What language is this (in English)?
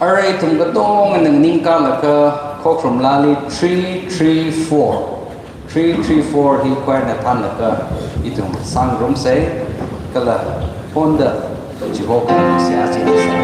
Tangkhul Naga (India)